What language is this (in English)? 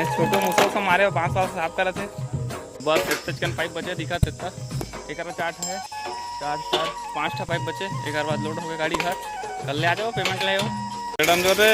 Chhattisgarhi